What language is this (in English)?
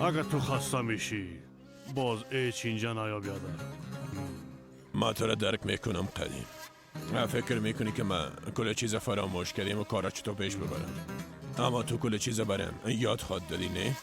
Persian